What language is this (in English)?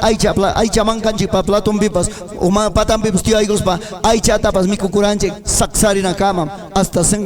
Ayacucho Quechua